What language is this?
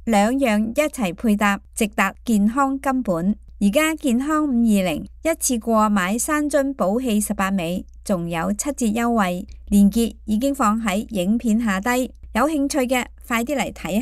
Cantonese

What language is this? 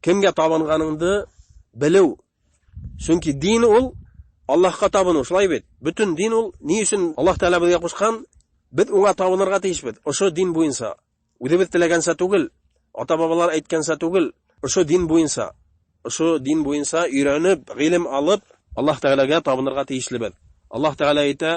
Bashkir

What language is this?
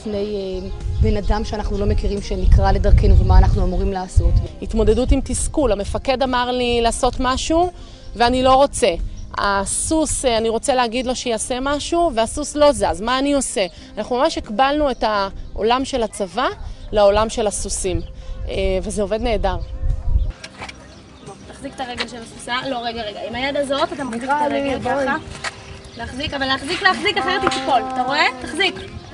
Hebrew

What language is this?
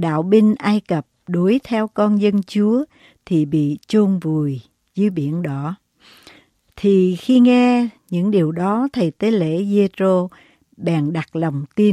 Vietnamese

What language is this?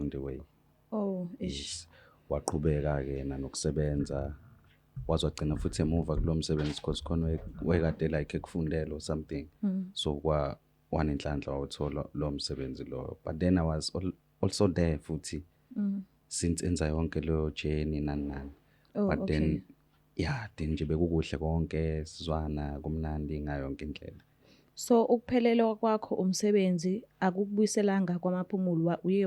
Zulu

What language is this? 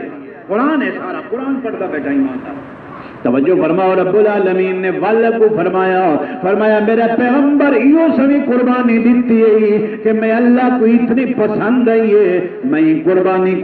Saraiki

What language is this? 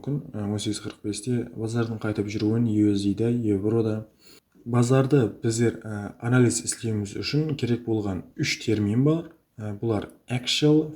Kara-Kalpak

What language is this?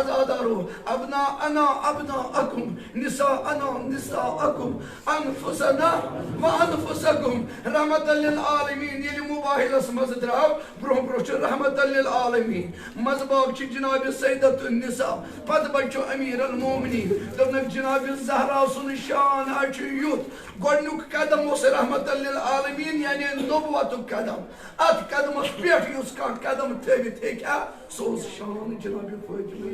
Kashmiri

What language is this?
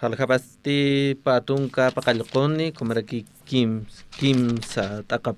Aymara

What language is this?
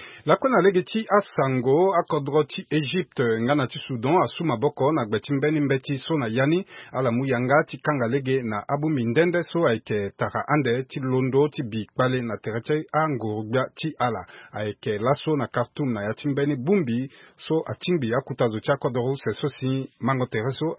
Sango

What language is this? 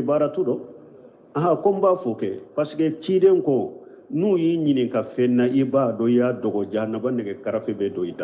Bambara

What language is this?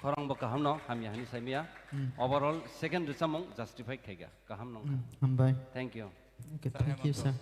Kok Borok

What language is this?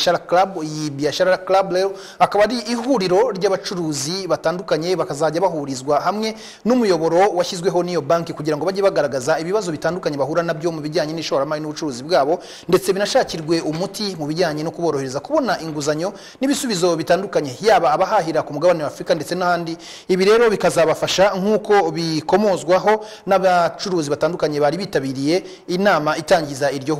Kinyarwanda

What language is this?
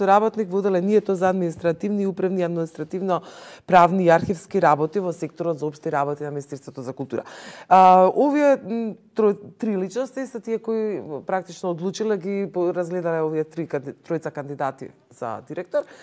Macedonian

